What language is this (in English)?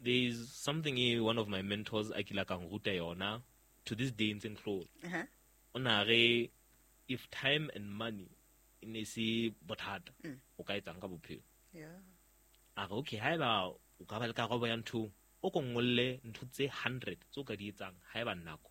Southern Sotho